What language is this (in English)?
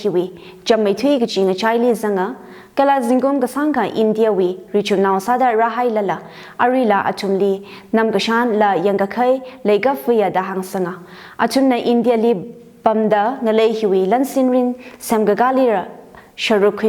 Tangkhul Naga (India)